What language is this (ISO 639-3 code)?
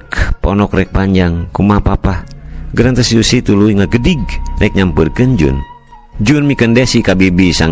sun